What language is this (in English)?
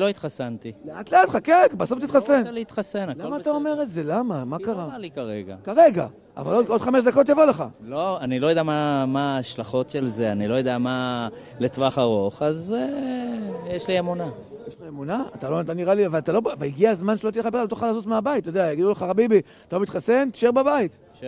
Hebrew